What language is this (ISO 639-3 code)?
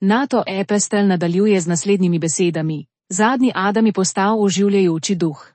slv